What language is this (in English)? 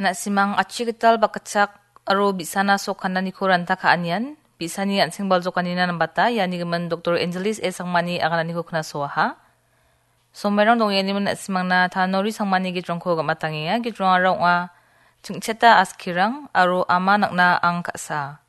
Garo